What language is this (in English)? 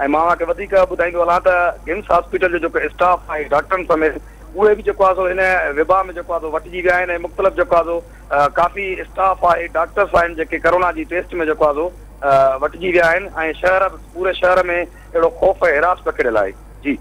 Sindhi